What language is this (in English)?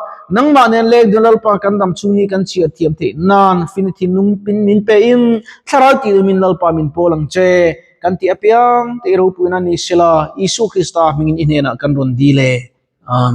Mizo